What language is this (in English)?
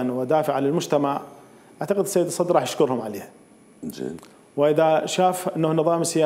Mesopotamian Arabic